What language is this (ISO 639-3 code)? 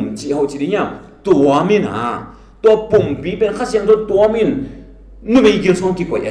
ctd